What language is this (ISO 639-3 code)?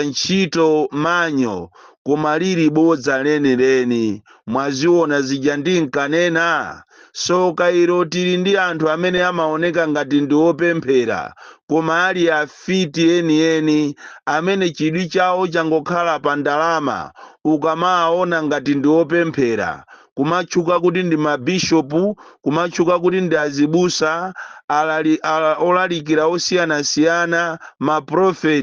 nya